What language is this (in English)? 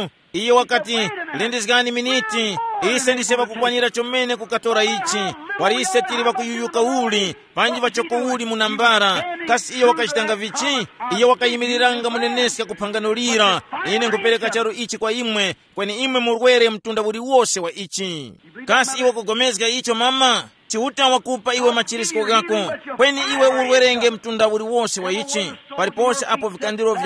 Tumbuka